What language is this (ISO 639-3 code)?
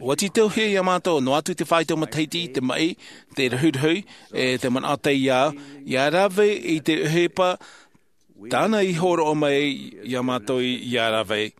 tah